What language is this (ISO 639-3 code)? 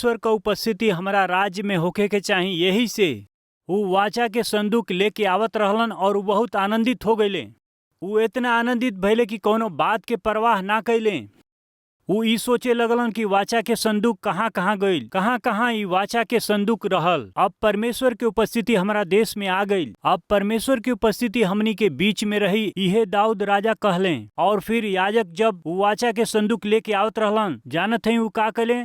bho